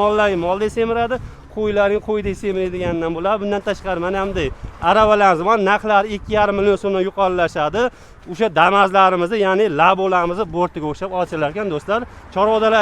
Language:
Uzbek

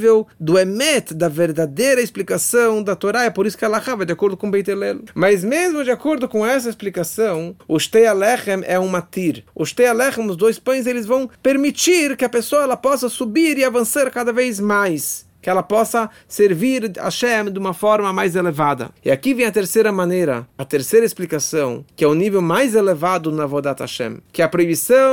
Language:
Portuguese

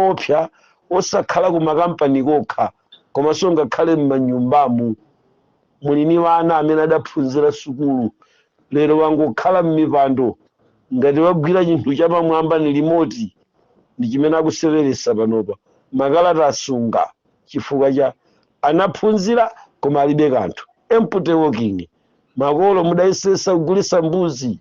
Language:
Nyanja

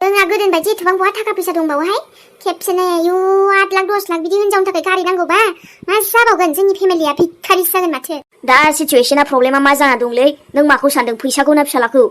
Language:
Bodo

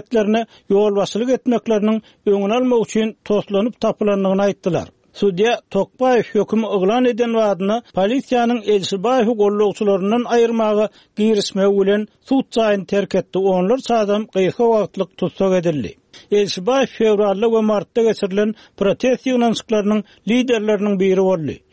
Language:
Turkmen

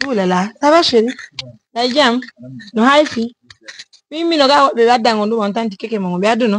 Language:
Pular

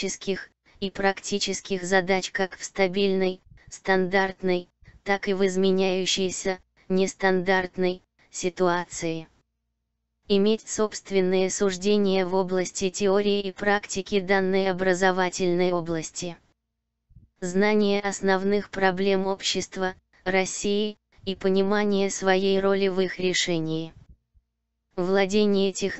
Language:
Russian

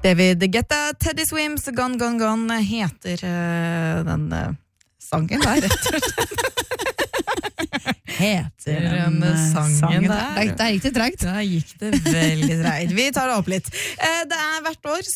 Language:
Norwegian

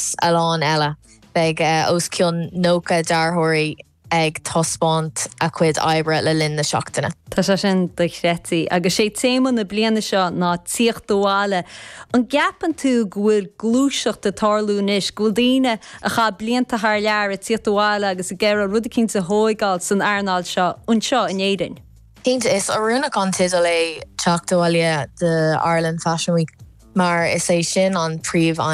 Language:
Irish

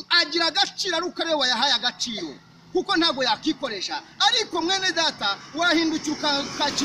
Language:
Kinyarwanda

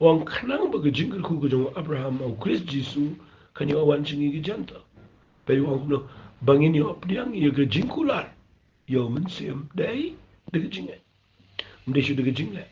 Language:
Khasi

